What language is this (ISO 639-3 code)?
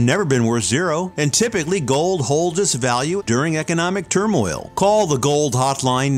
eng